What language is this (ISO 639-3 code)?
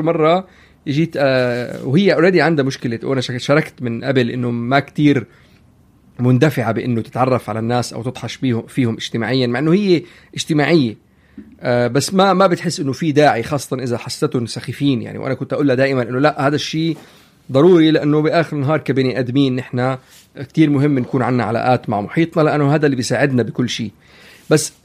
apc